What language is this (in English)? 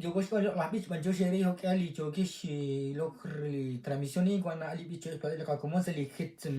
Kekchí